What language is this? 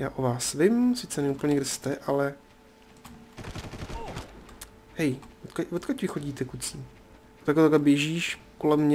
Czech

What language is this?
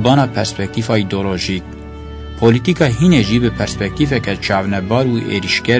Kurdish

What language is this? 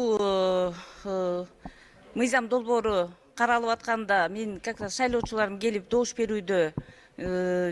Kyrgyz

